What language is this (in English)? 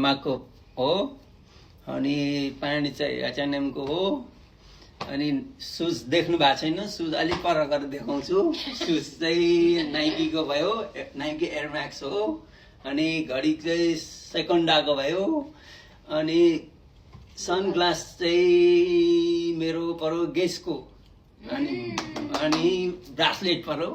Nepali